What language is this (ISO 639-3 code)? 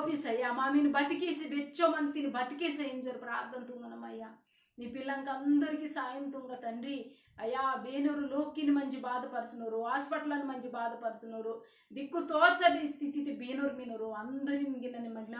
kff